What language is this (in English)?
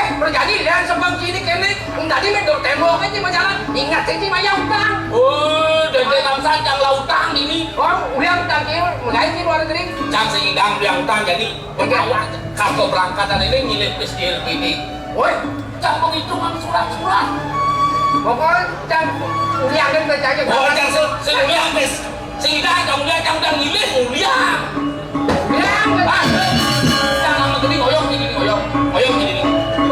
Balinese